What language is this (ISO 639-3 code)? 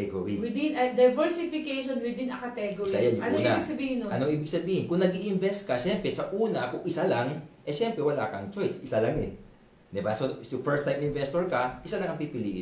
fil